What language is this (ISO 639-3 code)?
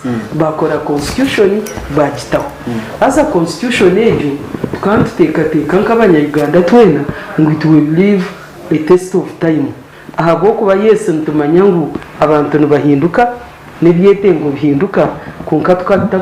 nyn